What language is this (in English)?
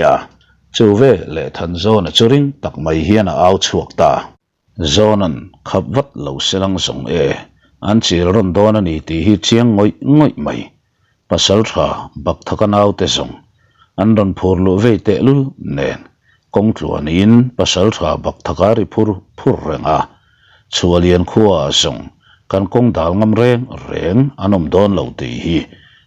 Mizo